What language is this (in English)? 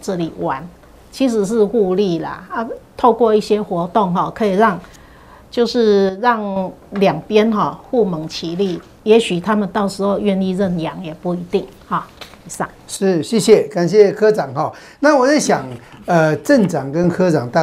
Chinese